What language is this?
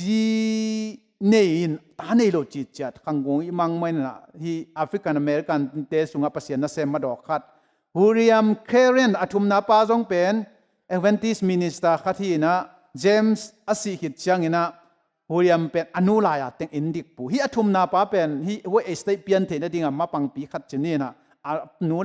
Tedim Chin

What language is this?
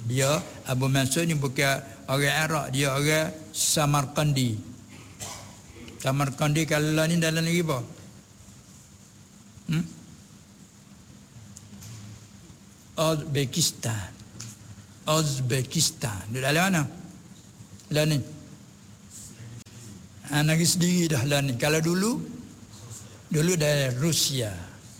Malay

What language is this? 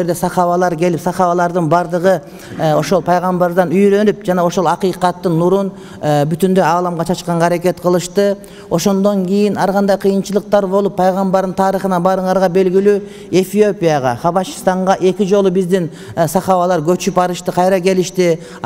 Kyrgyz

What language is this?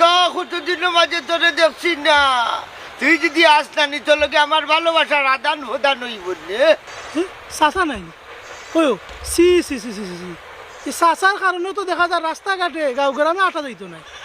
Sylheti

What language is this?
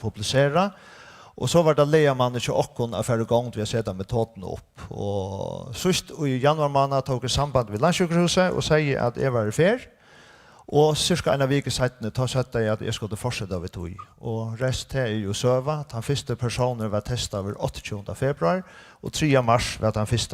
Faroese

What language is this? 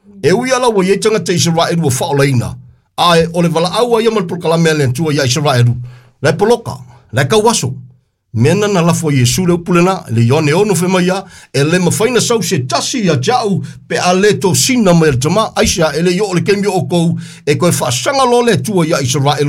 Samoan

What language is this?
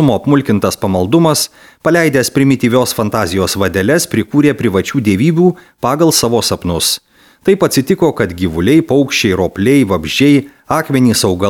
Lithuanian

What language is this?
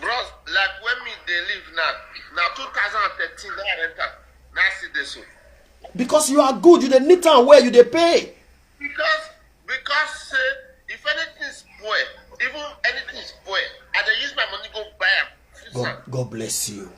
Nigerian Pidgin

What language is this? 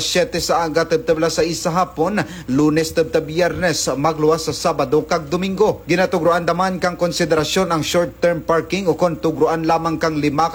Kinaray-a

